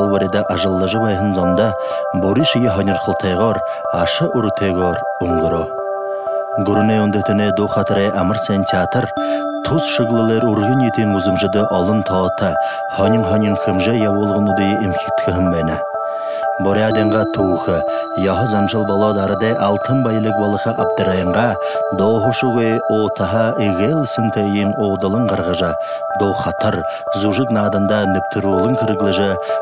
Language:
Buriat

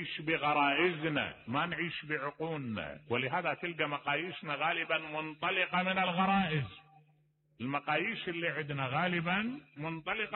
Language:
Mesopotamian Arabic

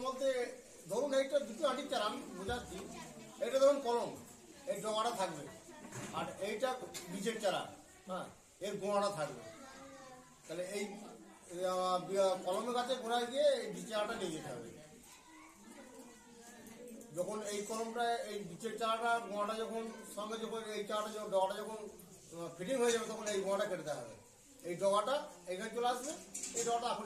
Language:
Bangla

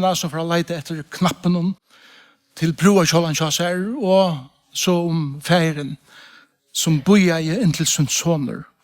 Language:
Faroese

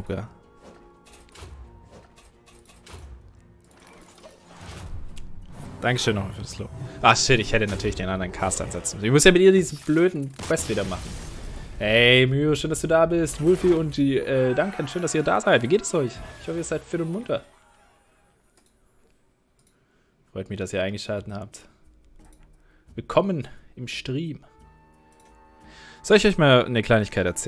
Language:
German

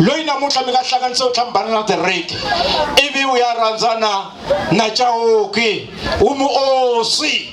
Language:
Tsonga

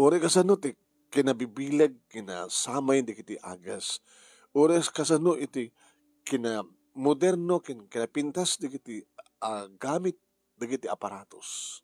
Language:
Iloko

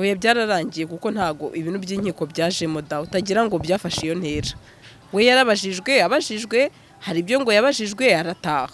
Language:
Kinyarwanda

